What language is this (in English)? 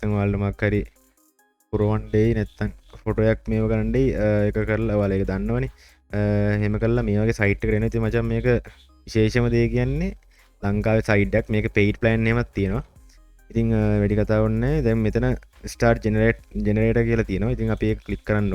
Sinhala